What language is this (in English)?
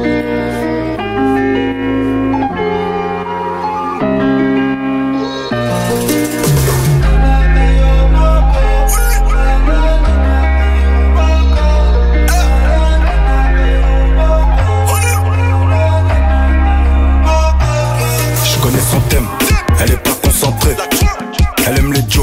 French